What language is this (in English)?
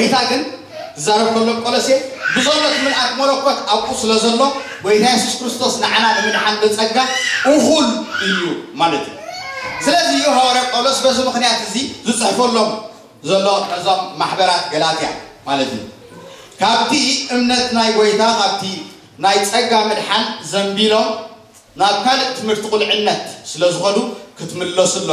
Tigrinya